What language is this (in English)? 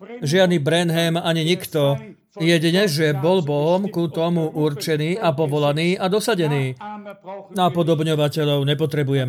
Slovak